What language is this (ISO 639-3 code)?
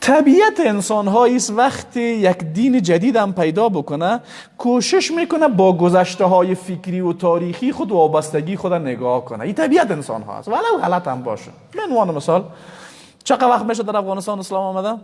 fas